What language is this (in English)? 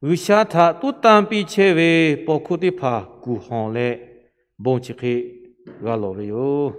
Lahu